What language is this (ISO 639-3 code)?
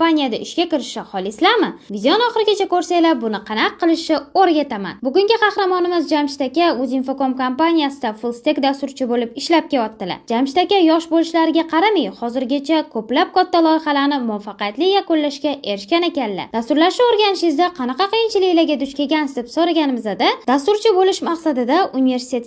uzb